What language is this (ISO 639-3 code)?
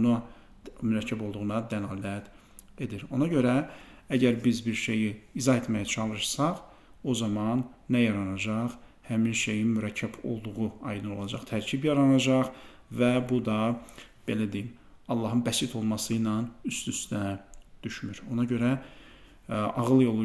aze